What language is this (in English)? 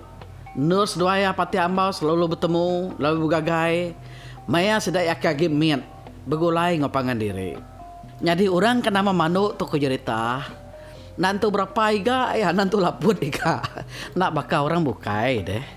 Iban